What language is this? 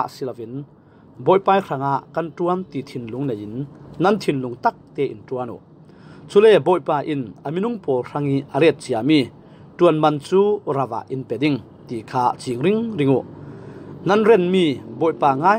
Falam Chin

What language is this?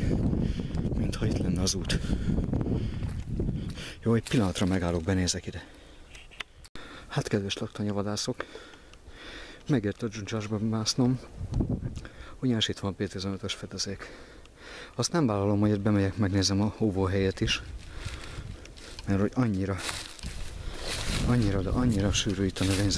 Hungarian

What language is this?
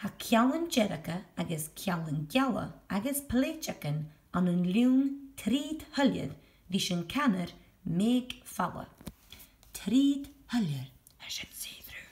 Scottish Gaelic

